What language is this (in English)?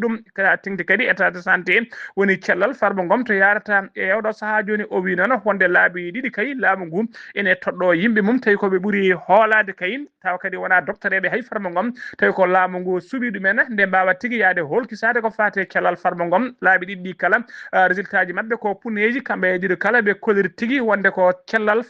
Fula